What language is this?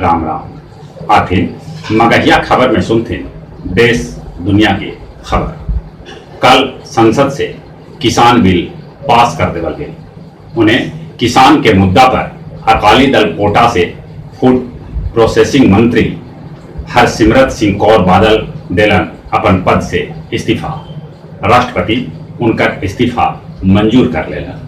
Magahi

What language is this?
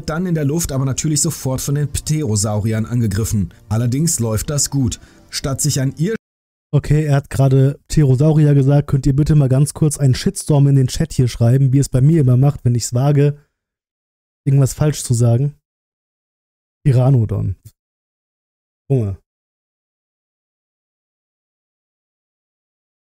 German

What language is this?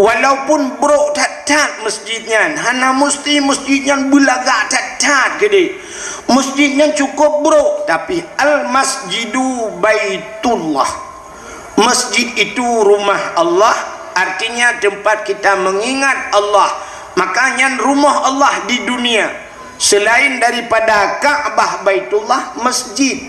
Achinese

